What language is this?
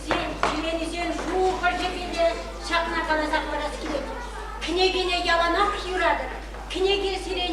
Chuvash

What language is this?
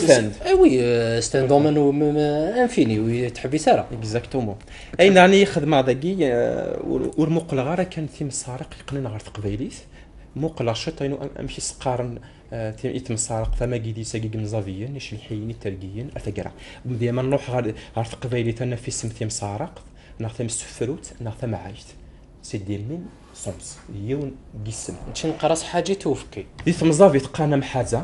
Kabyle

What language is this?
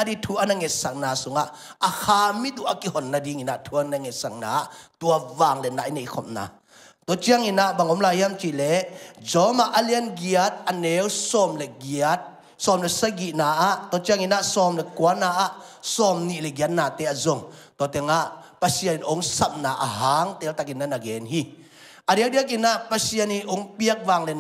Tedim Chin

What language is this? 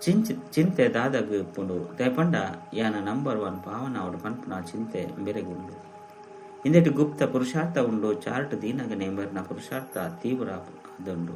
Tulu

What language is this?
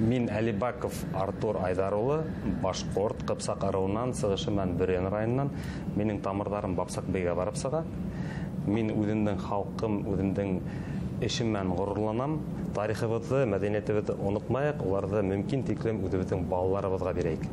Bashkir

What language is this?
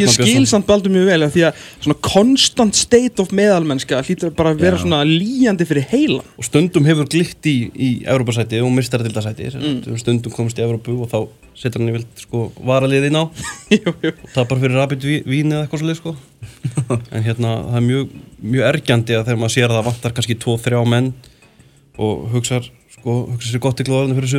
Icelandic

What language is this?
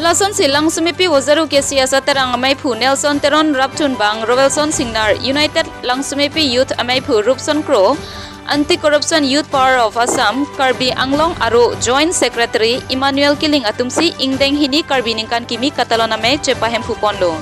Karbi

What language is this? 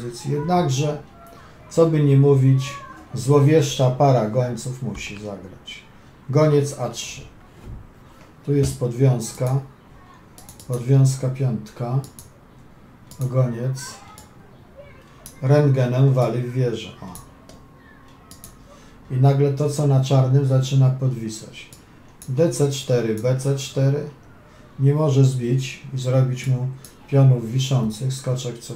Polish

